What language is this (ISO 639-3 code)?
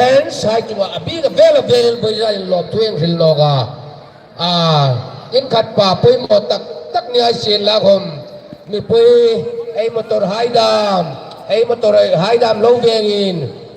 hmr